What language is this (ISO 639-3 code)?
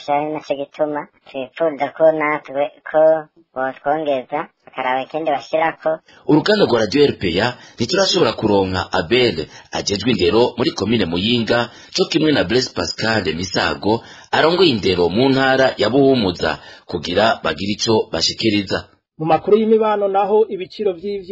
run